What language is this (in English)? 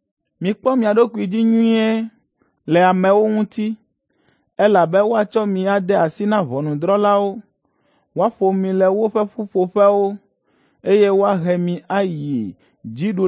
Ewe